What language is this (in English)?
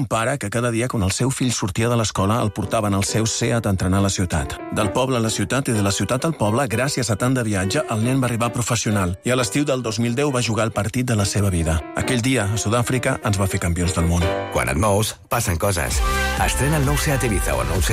Catalan